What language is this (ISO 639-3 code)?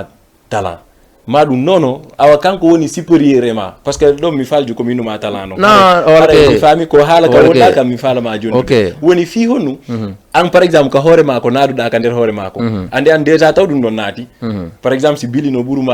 ful